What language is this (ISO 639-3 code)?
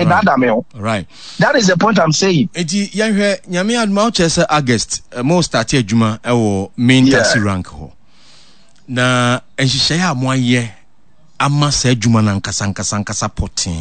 aka